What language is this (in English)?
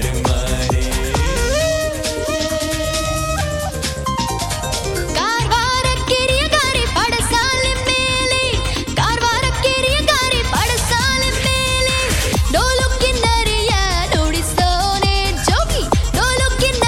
Kannada